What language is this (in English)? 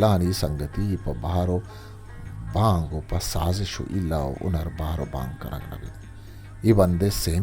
Eastern Balochi